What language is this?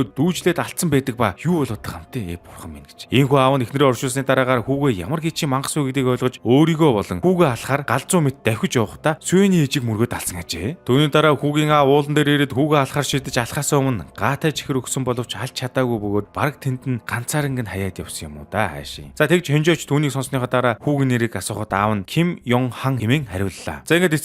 Mongolian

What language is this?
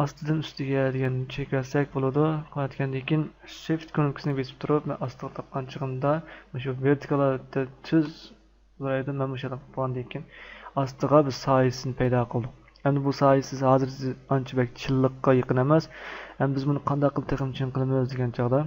Uyghur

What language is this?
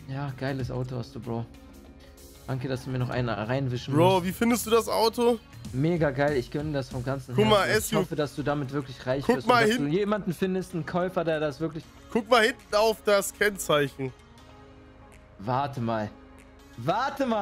German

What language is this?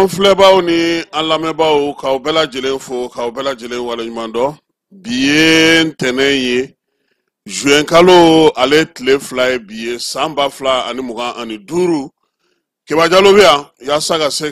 Bambara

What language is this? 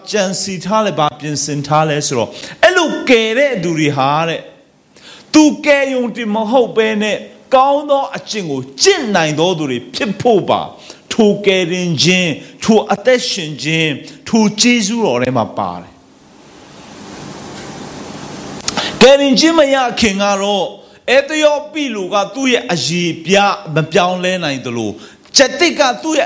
Burmese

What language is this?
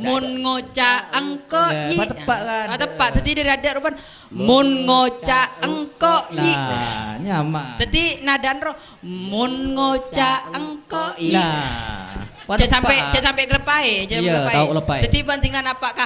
Madurese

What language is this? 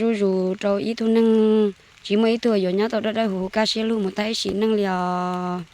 Hmong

